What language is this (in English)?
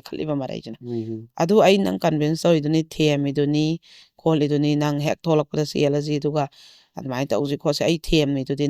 Manipuri